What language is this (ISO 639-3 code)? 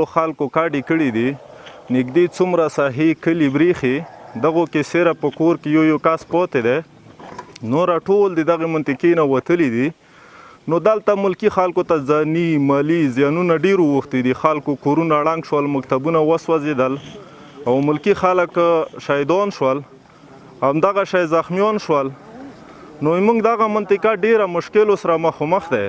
pus